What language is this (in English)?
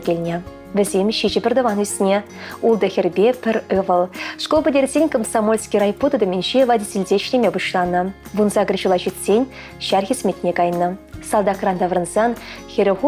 Chuvash